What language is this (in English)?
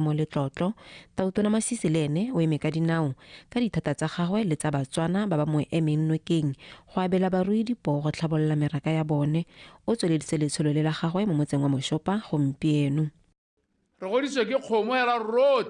Tswana